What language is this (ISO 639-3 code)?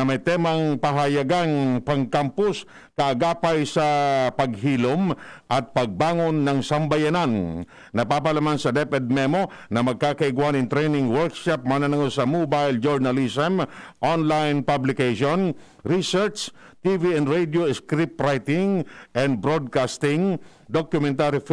bik